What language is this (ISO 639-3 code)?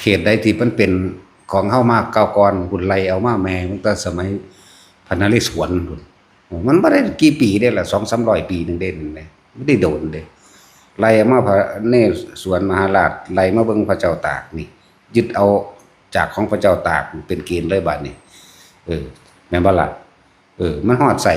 tts